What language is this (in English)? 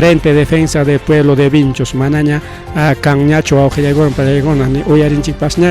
Ayacucho Quechua